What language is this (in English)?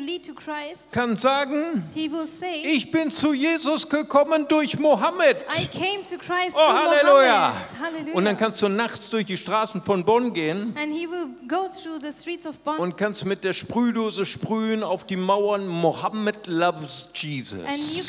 German